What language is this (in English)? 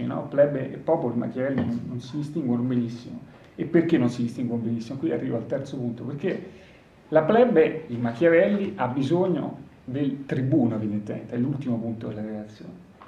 Italian